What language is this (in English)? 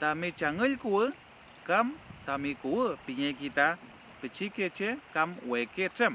Mapuche